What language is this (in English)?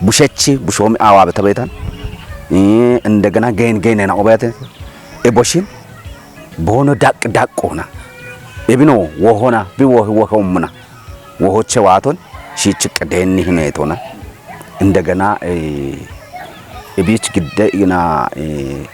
Kafa